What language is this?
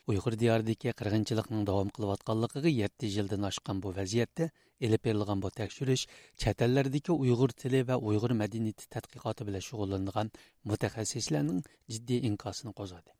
Uyghur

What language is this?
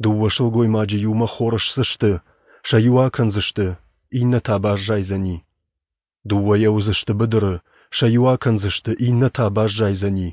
Ossetic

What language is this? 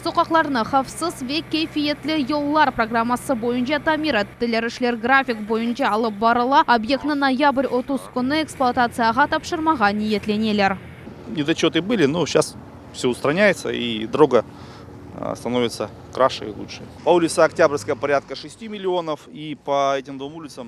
Crimean Tatar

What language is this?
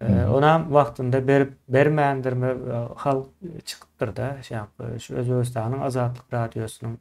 Turkmen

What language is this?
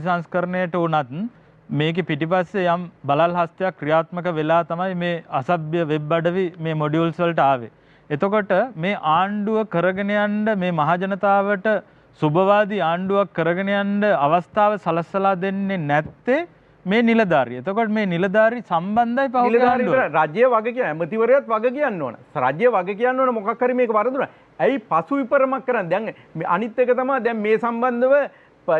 Sinhala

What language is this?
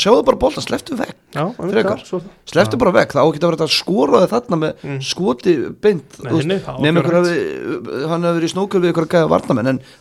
Icelandic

